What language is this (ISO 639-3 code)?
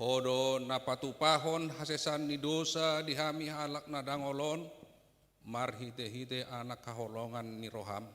bbc